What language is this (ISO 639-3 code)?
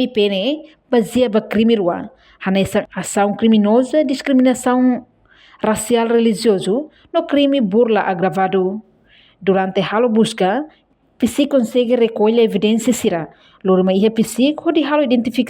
tet